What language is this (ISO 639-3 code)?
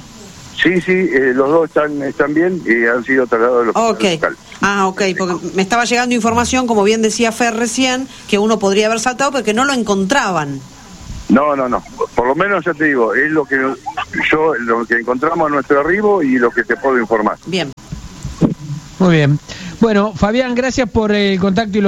spa